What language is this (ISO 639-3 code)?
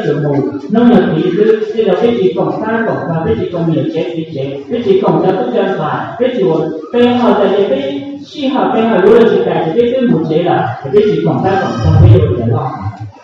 hmn